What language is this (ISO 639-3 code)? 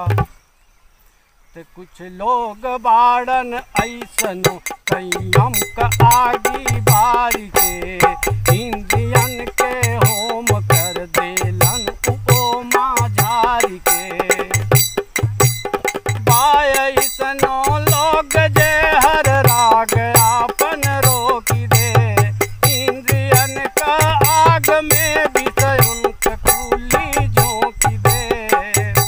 bho